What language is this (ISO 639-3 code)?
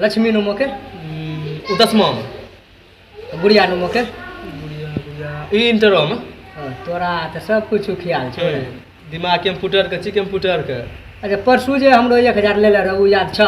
mai